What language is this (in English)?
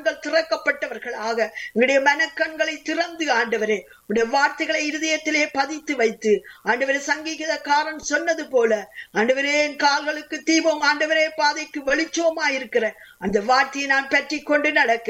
Tamil